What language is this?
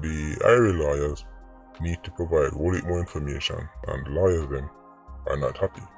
Jamaican Creole English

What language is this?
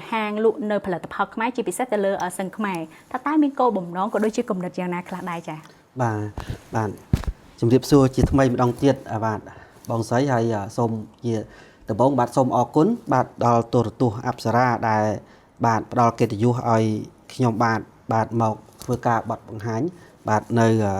Khmer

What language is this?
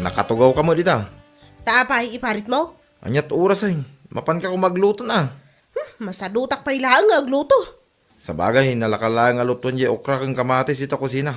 Iloko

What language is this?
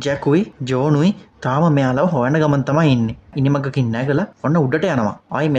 Sinhala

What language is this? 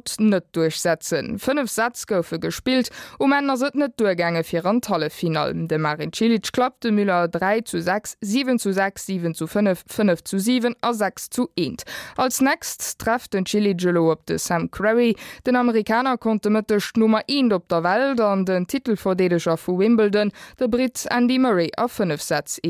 Luxembourgish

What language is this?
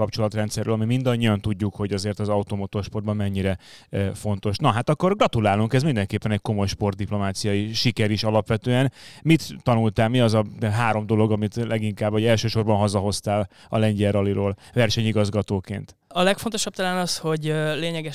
Hungarian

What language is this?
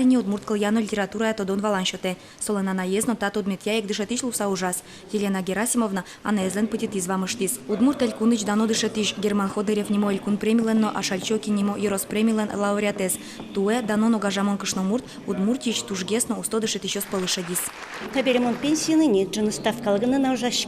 Udmurt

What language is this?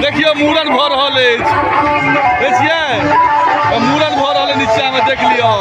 Maithili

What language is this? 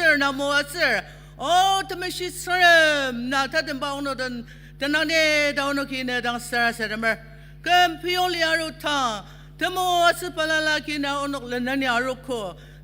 Ao Naga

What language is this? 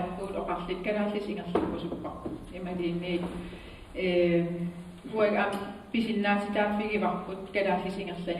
Kalaallisut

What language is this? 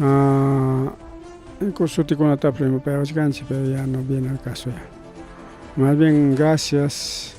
Ayacucho Quechua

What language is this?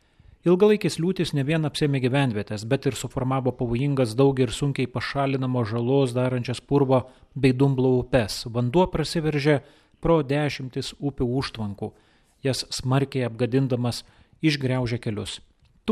Lithuanian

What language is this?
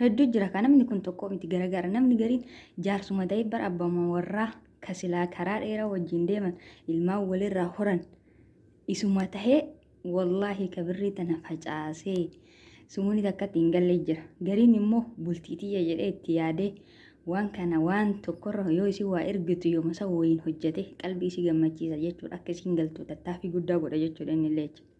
Oromo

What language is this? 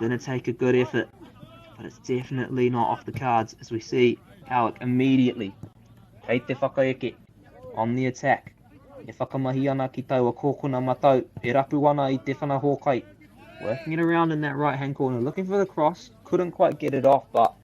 Māori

